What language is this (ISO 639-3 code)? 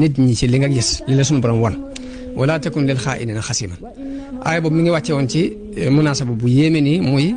wol